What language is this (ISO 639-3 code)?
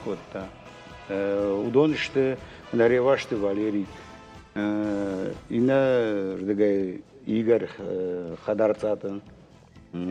oss